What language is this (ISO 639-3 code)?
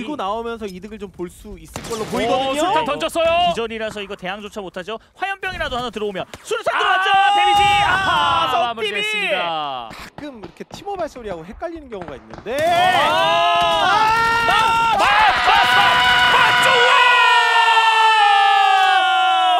kor